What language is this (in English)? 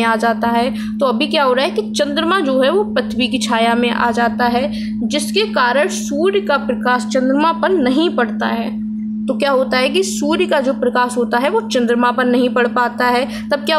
Hindi